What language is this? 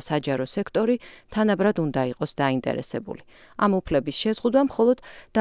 Georgian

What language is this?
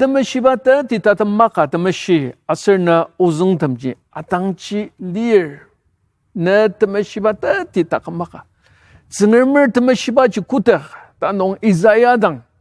Ao Naga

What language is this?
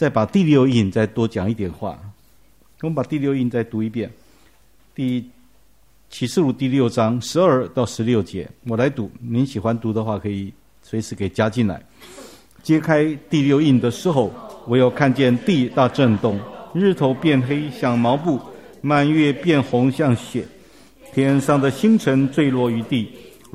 Chinese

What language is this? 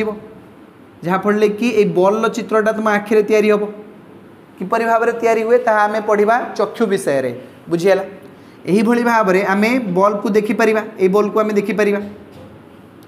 Odia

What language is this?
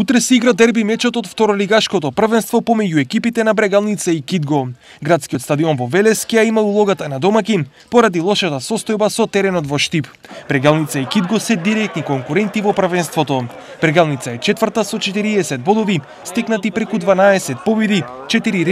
Macedonian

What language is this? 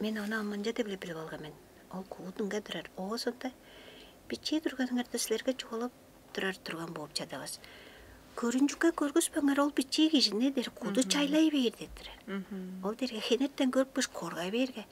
Tuvinian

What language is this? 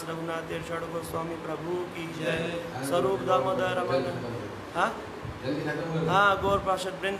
Hindi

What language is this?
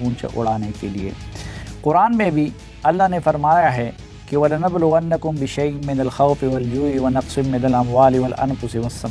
Urdu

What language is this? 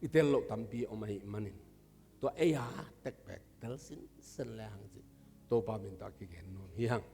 Tedim Chin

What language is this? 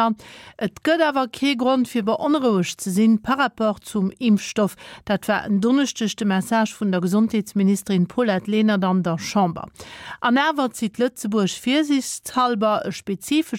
Luxembourgish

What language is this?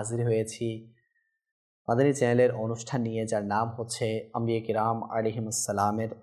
Bangla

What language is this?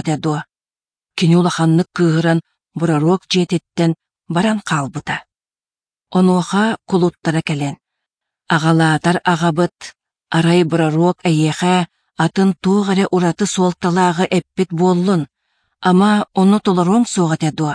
Yakut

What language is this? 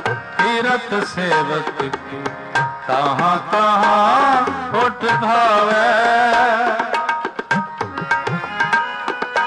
Punjabi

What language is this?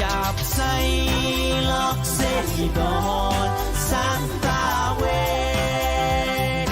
Pohnpeian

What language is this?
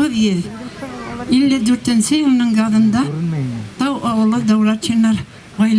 Bashkir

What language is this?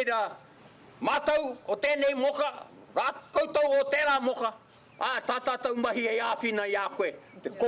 Māori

